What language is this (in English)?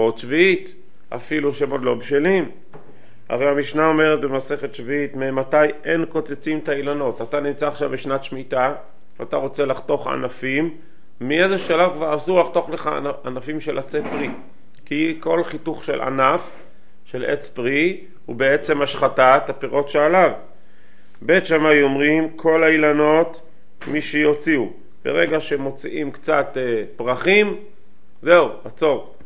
Hebrew